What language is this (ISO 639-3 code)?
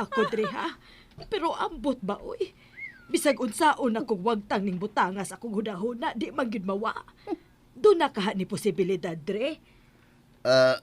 ceb